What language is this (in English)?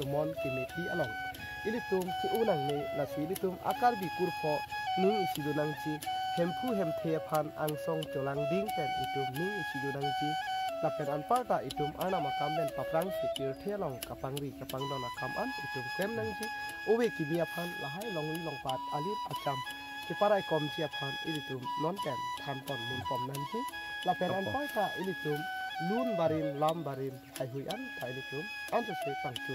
Karbi